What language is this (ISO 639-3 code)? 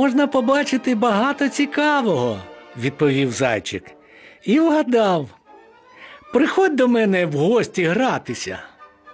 ukr